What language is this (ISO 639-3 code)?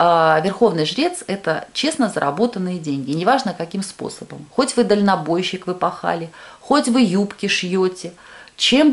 rus